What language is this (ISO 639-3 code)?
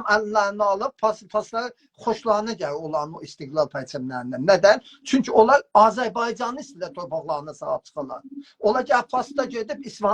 azb